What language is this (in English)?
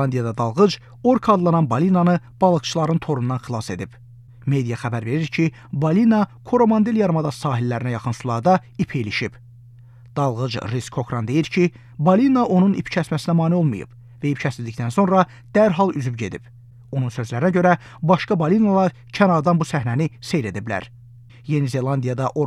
Azerbaijani